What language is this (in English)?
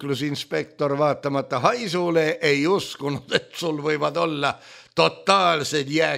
Estonian